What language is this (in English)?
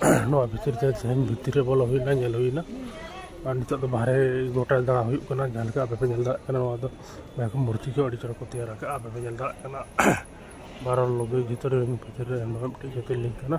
Santali